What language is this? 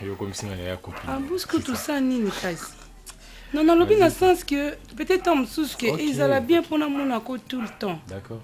Lingala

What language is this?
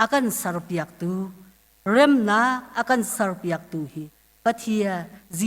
Hakha Chin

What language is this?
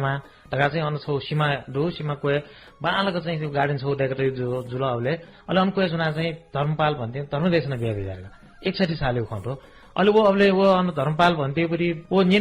Newari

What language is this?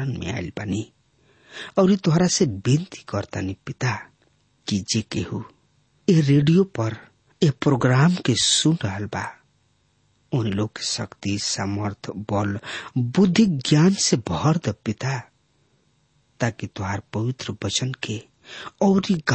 Bhojpuri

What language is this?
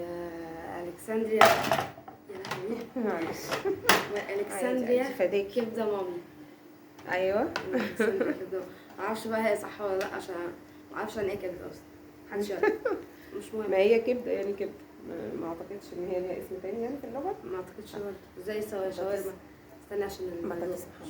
Egyptian Arabic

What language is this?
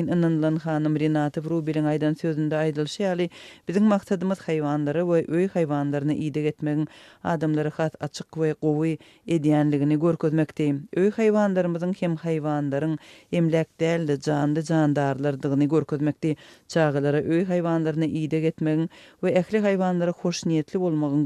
Turkmen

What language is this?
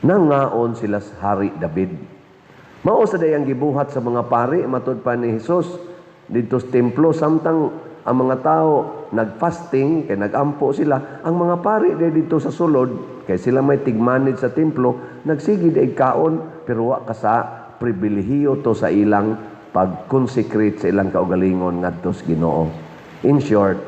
Cebuano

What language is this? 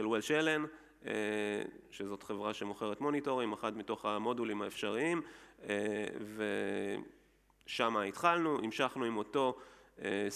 Hebrew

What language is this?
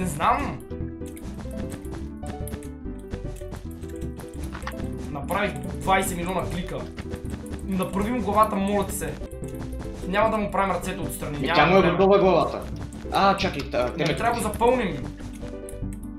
Bulgarian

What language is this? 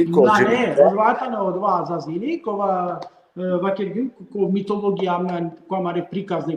Balkan Romani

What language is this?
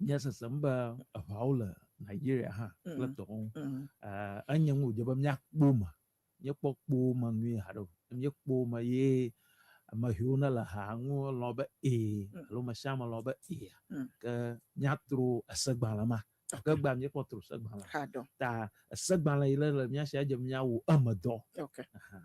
Ewe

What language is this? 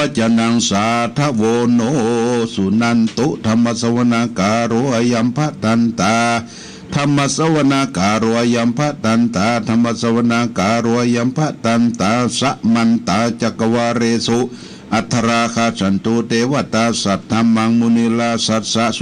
Pali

